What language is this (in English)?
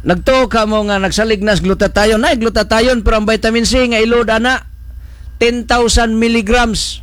Cebuano